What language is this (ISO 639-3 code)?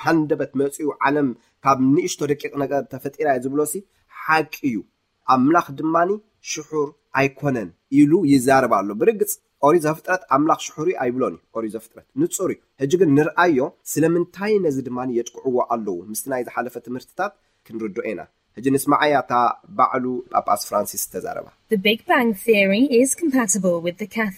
tir